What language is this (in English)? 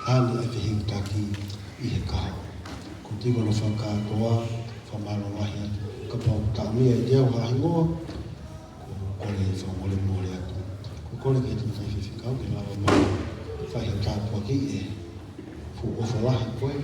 Tongan